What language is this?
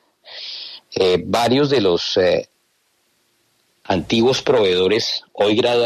Spanish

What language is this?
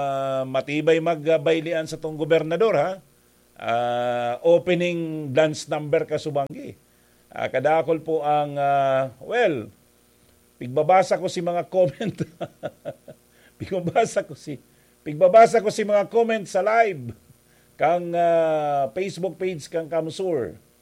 Bikol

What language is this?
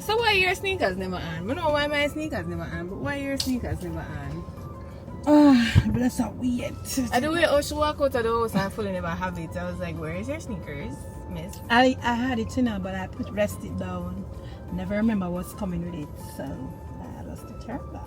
Jamaican Creole English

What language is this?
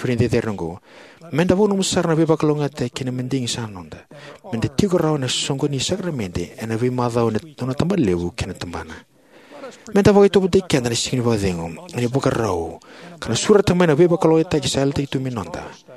Fijian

